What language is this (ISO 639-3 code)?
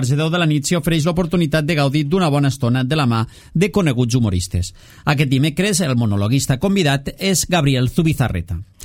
cat